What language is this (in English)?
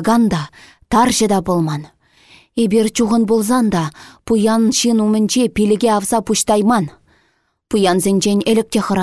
Chuvash